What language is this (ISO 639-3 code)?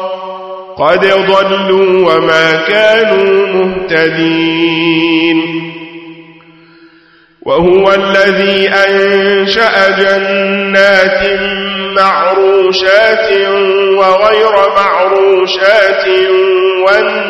ara